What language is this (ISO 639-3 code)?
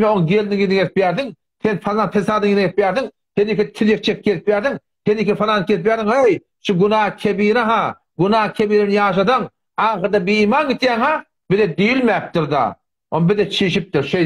tuk